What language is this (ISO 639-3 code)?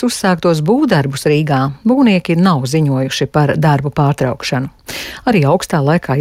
lav